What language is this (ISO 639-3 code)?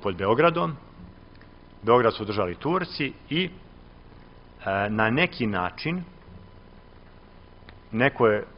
srp